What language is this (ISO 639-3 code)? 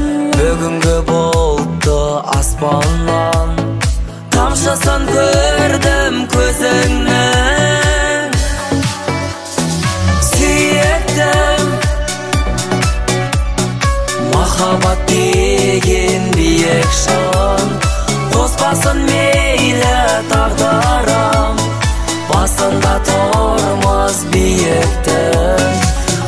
kaz